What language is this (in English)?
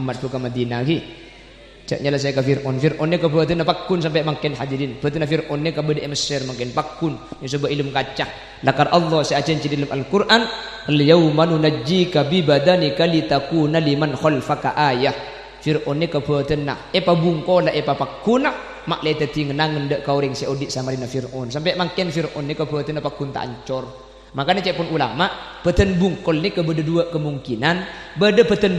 Madurese